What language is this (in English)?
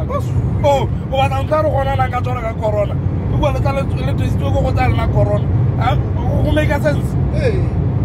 Tswana